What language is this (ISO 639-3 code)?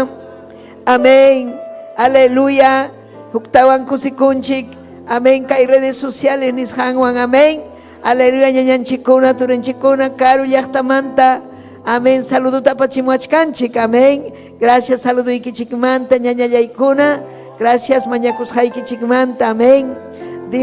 quy